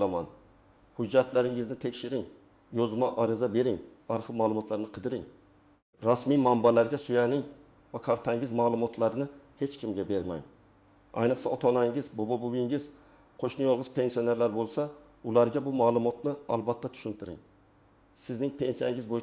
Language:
Uzbek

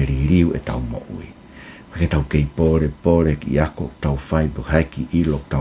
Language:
Tongan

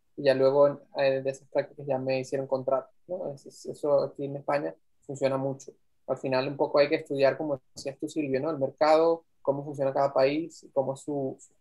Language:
Spanish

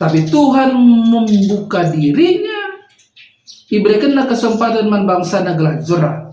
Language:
Batak Karo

